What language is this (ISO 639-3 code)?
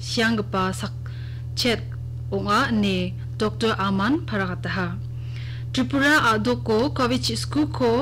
grt